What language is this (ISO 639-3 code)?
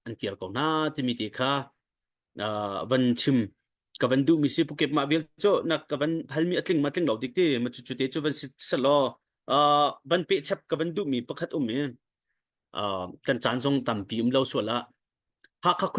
cnh